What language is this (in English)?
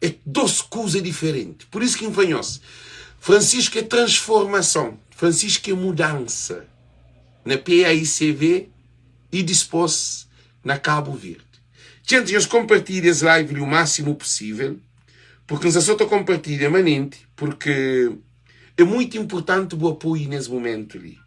Kabuverdianu